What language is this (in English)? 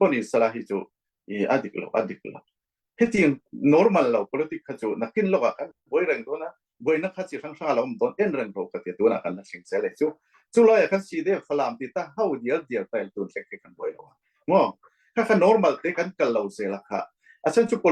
Falam Chin